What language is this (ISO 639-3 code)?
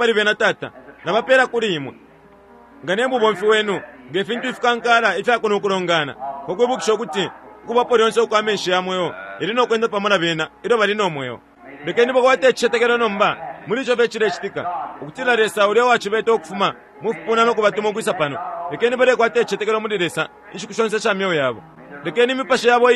bem